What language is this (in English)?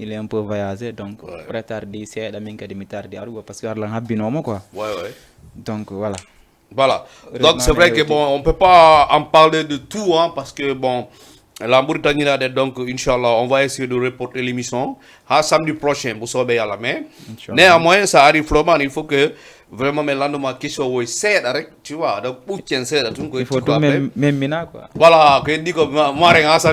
Fula